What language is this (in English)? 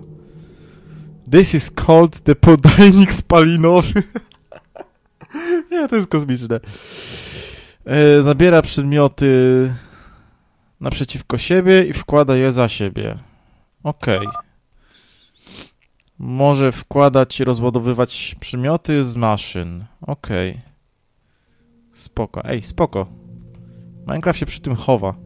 Polish